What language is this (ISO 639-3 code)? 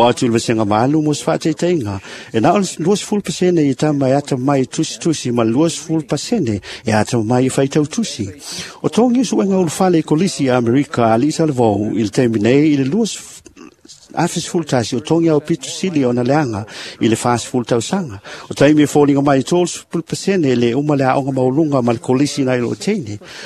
smo